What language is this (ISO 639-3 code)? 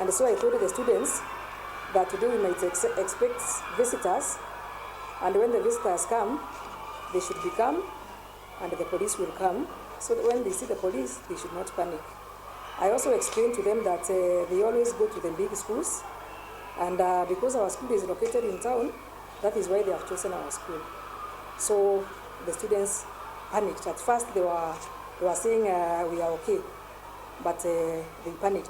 mer